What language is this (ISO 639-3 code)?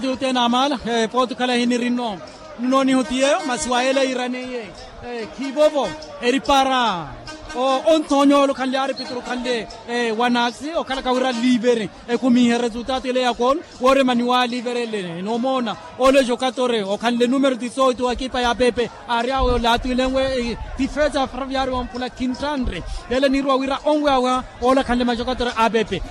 vmw